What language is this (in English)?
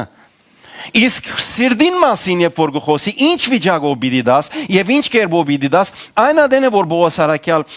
Western Armenian